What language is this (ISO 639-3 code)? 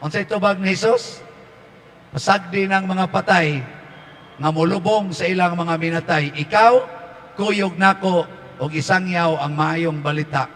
ceb